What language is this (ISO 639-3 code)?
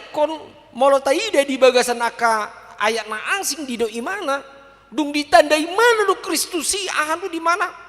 bbc